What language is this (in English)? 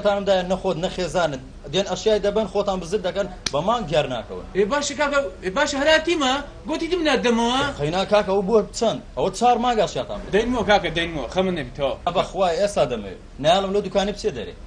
Central Kurdish